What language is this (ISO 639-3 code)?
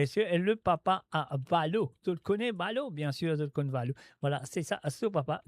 mfe